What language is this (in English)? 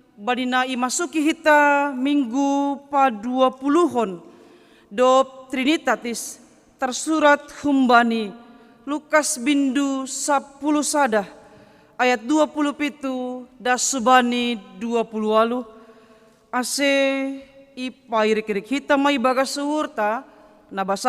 Batak Simalungun